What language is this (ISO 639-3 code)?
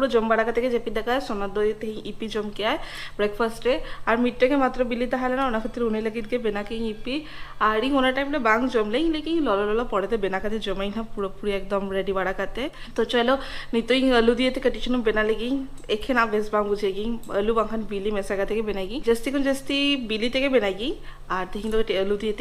sat